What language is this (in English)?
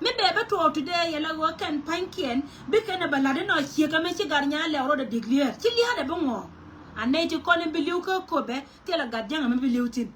Nuer